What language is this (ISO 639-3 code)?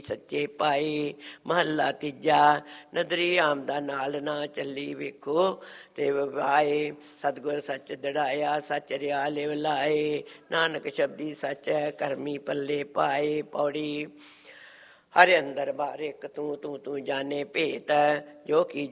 pan